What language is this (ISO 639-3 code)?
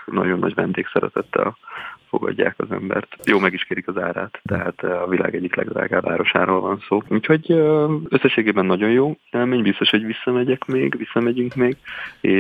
hun